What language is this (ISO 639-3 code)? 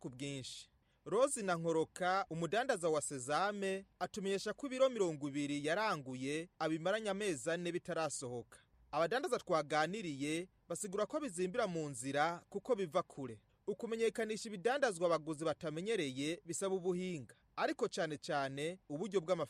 kin